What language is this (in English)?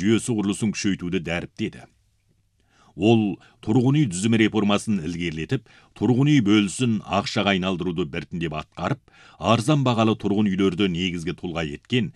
Kazakh